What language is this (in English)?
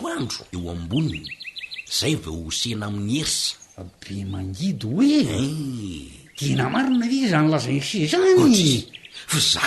Malagasy